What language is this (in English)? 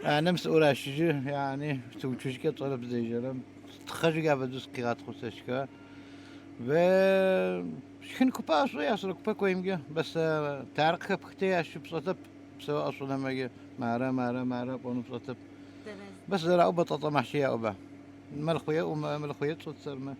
Adyghe